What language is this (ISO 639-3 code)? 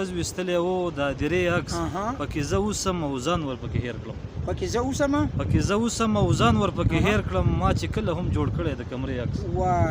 pus